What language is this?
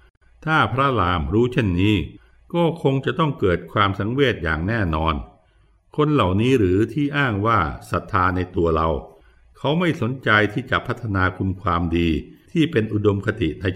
Thai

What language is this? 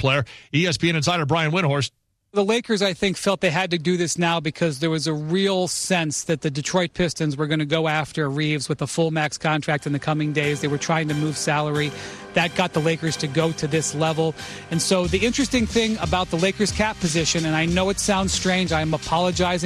English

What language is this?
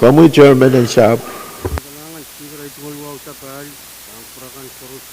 Pohnpeian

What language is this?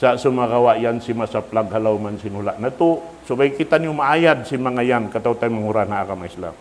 Tausug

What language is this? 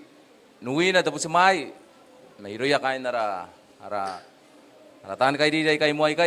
Gilbertese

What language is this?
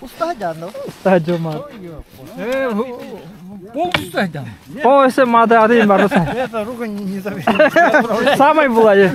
Yakut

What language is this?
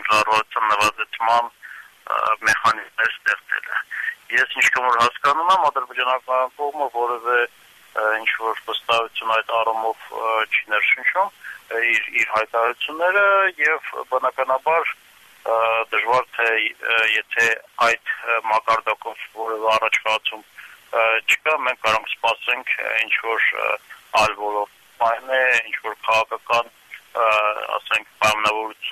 Armenian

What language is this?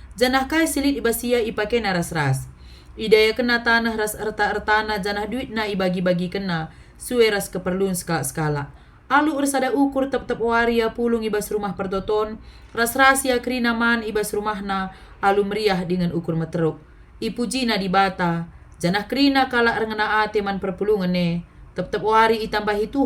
Batak Karo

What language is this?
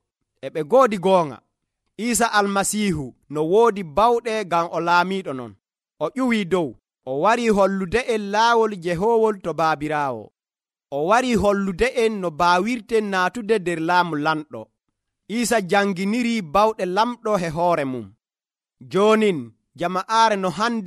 Nigerian Fulfulde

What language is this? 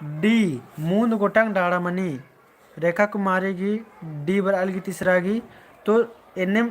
Kurukh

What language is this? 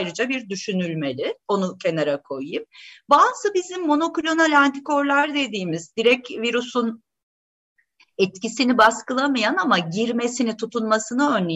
Turkish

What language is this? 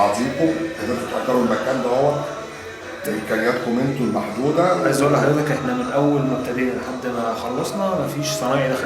Egyptian Arabic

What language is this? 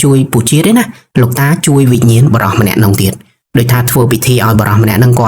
Khmer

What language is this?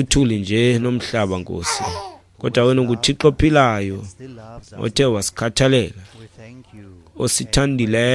Xhosa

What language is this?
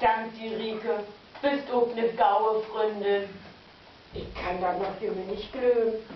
Low German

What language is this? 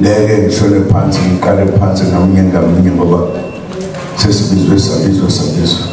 Zulu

